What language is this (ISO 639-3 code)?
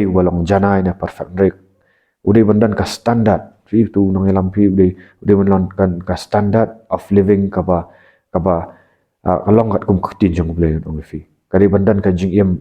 kha